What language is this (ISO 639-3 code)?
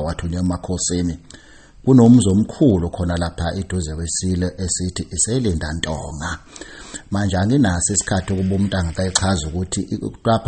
zul